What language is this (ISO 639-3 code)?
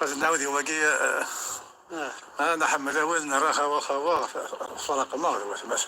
kab